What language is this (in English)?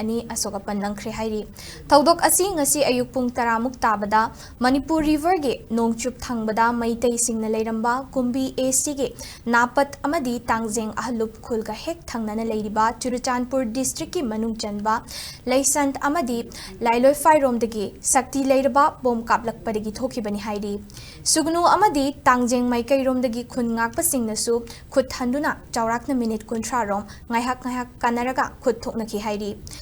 Manipuri